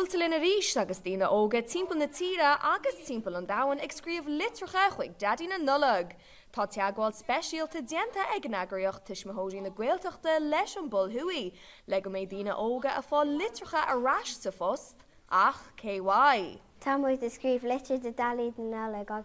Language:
Irish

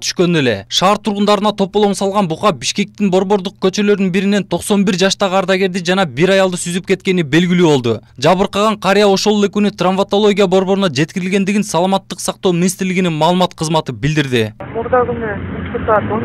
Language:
Kyrgyz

